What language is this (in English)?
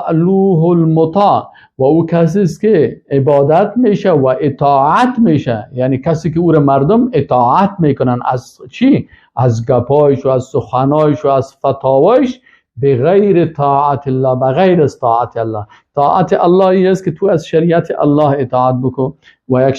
Persian